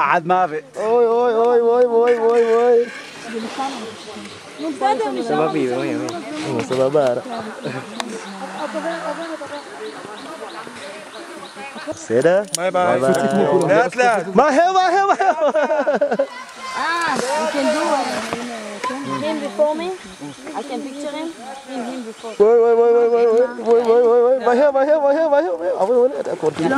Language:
Hebrew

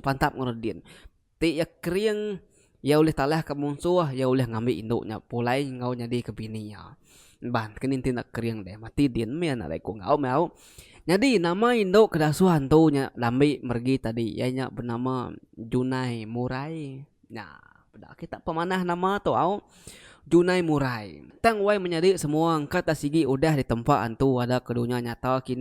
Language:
Iban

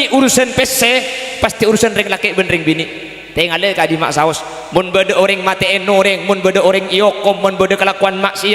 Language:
Madurese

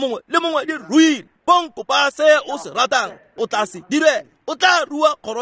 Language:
Tswana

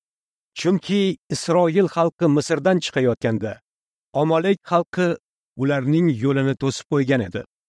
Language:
Uzbek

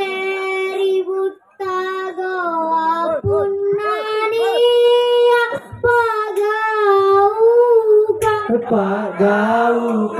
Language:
Makasar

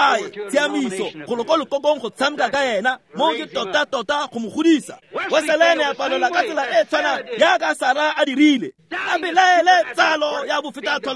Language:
Tswana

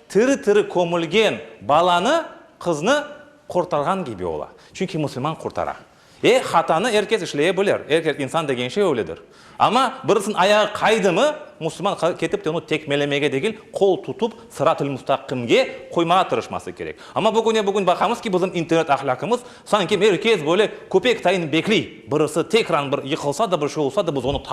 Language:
Crimean Tatar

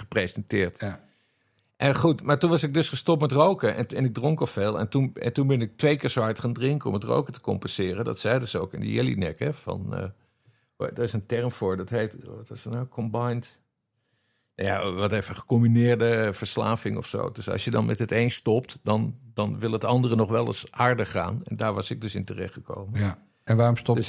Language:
Dutch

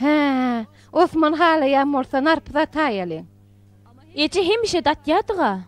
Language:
Turkmen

